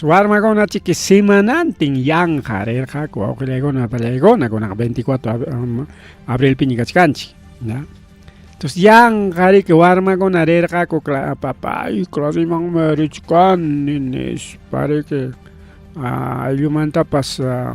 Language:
Ayacucho Quechua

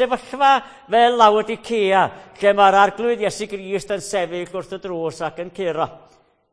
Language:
Welsh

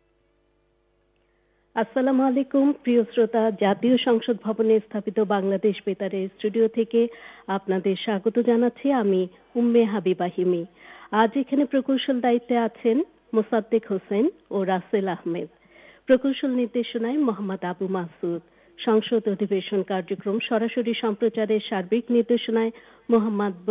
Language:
Bangla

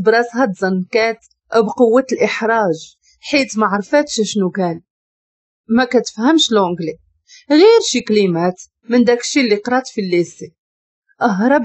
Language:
Moroccan Arabic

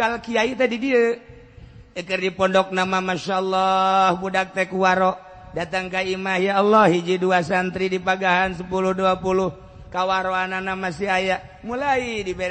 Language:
Sundanese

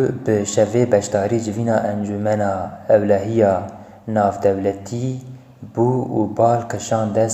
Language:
Kurdish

